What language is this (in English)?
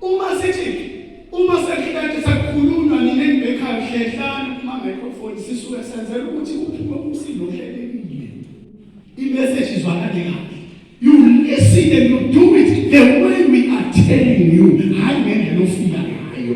Zulu